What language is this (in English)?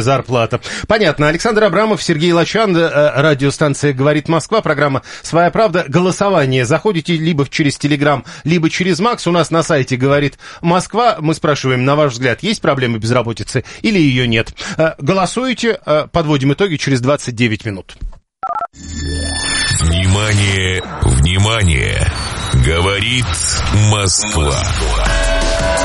Russian